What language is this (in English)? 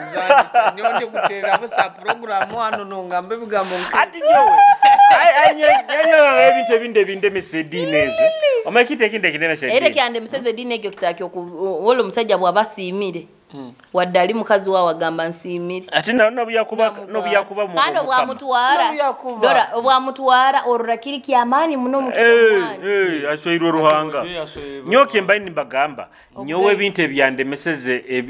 Nyoro